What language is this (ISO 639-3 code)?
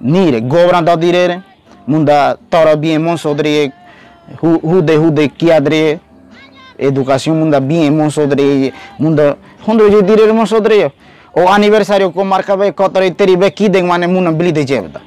gym